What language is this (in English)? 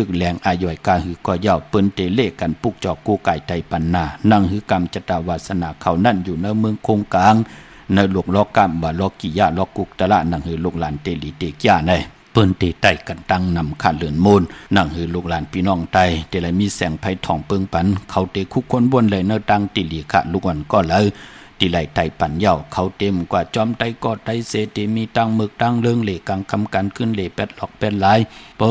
Shan